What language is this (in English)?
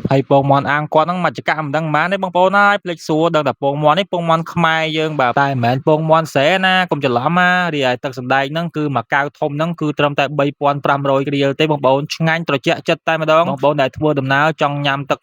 Khmer